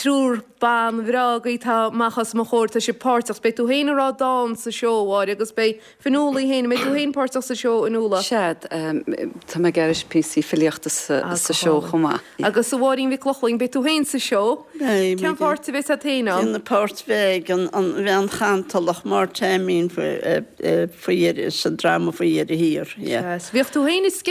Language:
Irish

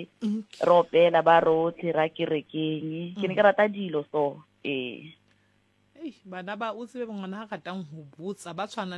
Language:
Southern Sotho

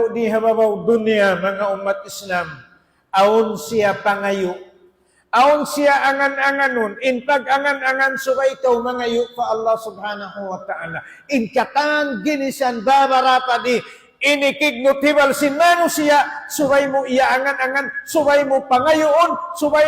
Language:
Tausug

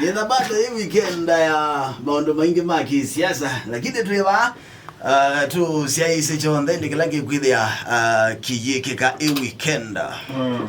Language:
Kamba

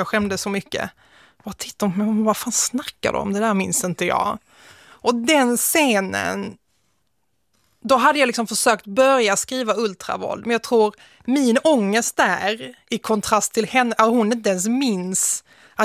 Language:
Swedish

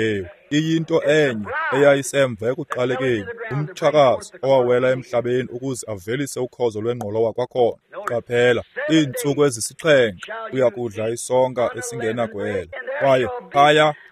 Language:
Xhosa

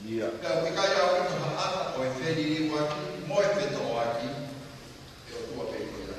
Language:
Tongan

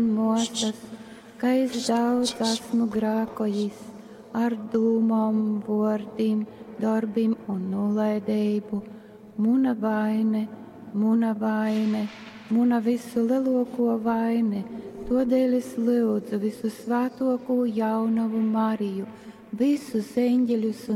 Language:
Latgalian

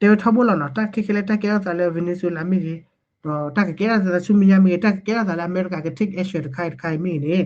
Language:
S'gaw Karen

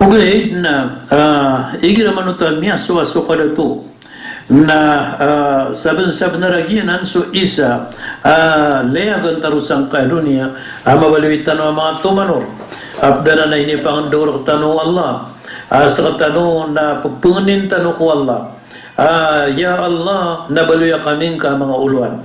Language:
Maranao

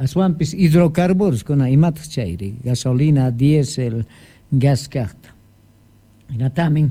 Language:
South Bolivian Quechua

